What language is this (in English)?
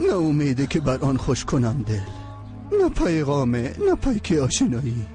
Persian